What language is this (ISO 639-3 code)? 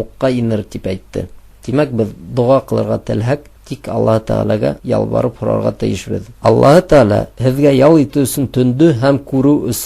bak